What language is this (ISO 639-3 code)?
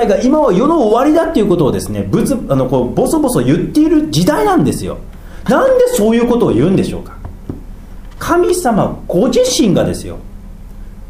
jpn